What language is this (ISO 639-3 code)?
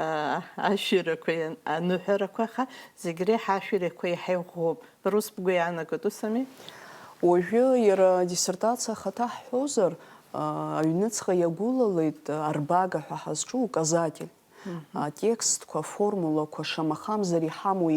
abk